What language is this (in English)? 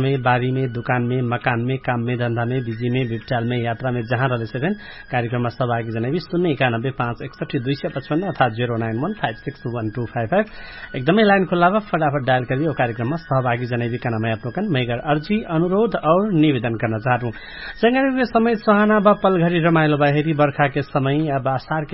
Bhojpuri